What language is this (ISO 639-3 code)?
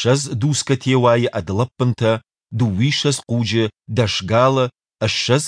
oss